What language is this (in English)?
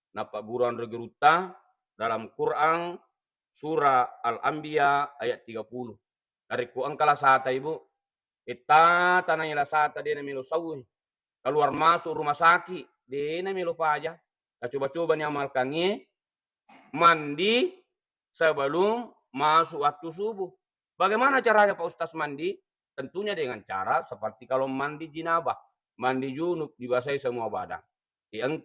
Buginese